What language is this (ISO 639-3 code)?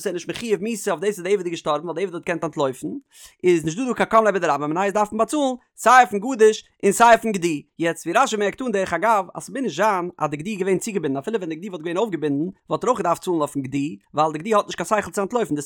yid